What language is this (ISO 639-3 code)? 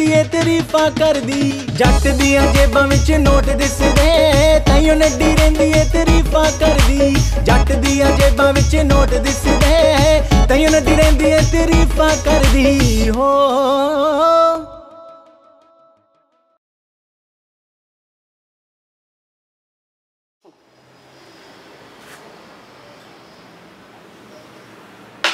pan